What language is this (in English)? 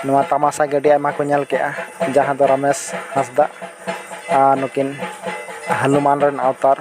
Santali